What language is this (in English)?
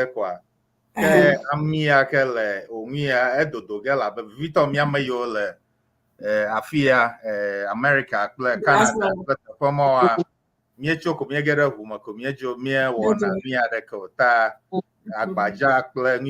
Ewe